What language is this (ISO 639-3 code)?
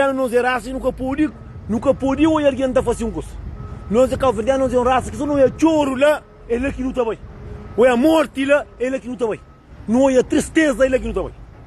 kea